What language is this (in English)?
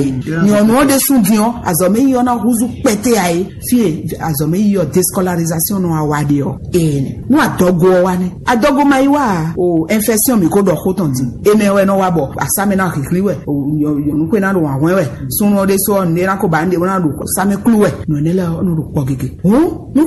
Fon